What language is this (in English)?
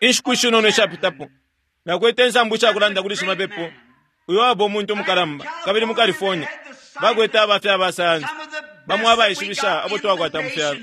Bemba